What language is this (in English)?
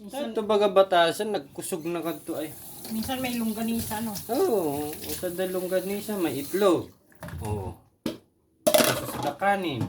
Bikol